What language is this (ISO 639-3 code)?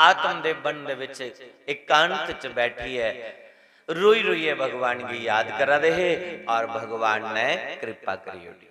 doi